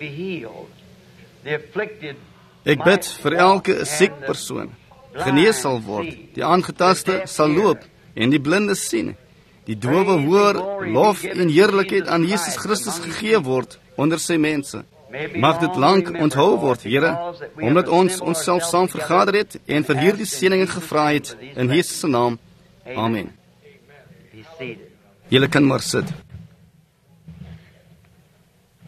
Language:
Afrikaans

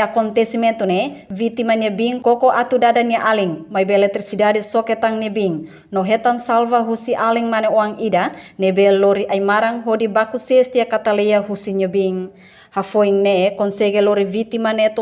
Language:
Tetum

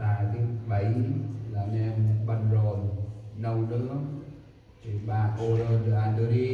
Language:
Central Mnong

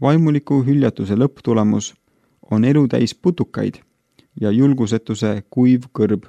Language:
Estonian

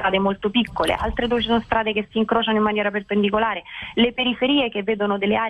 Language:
Italian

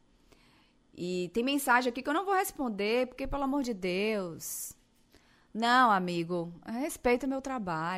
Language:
Portuguese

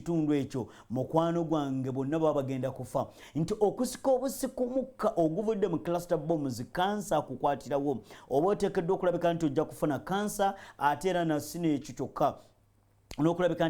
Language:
Ganda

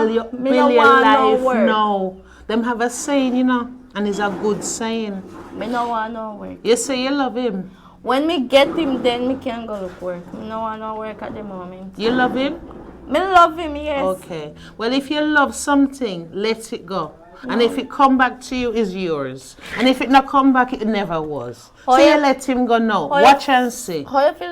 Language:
Jamaican Creole English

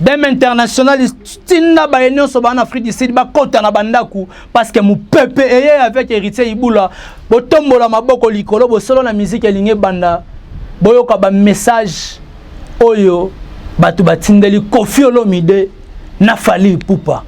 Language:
Lingala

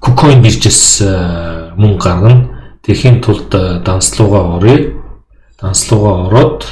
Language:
Mongolian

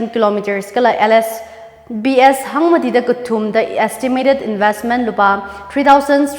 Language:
Tangkhul Naga (India)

